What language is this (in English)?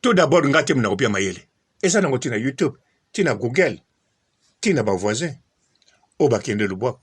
Lingala